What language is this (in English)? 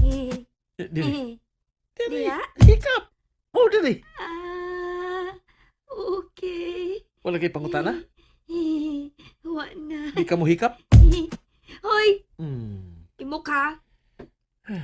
Cebuano